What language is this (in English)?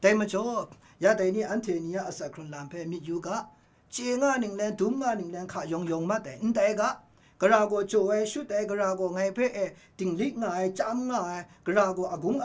Kachin